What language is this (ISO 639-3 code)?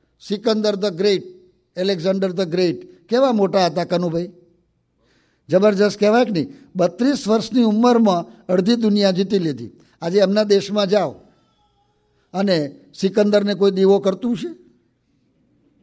guj